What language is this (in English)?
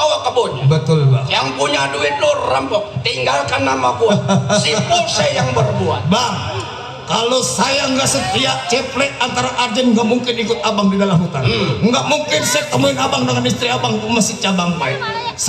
Betawi